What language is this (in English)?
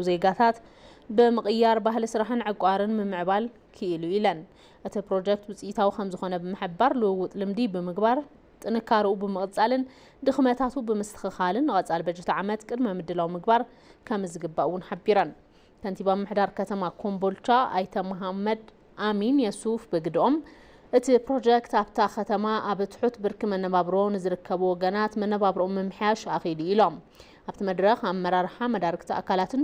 Tigrinya